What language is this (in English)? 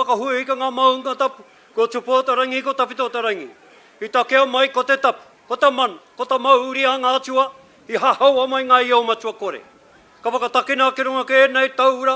Māori